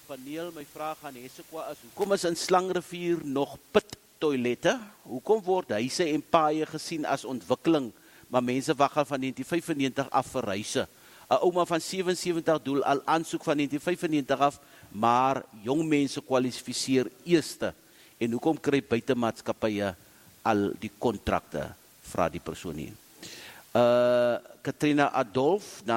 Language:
Afrikaans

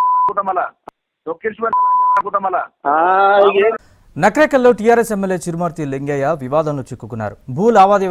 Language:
Telugu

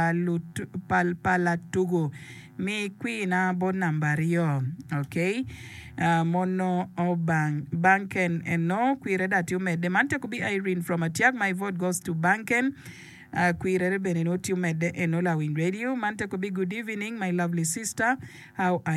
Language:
Acoli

